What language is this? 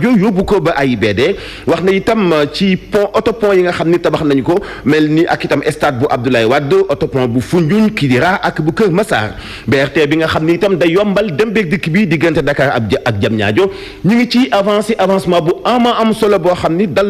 Wolof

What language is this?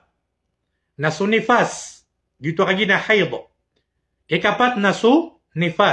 Maranao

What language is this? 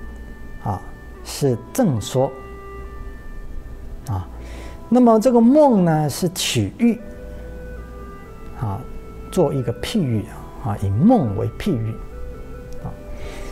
Chinese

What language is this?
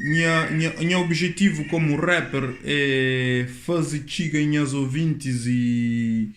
Kabuverdianu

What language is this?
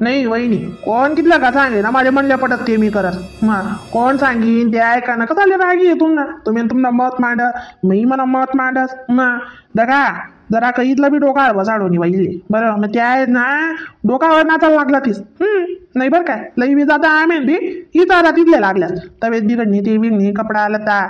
Khandesi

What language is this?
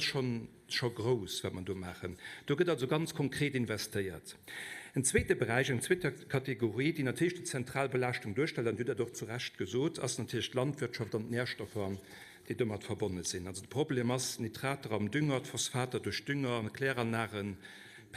Luxembourgish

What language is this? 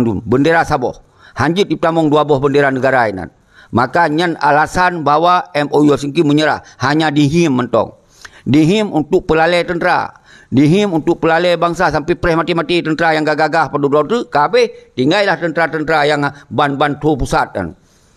Achinese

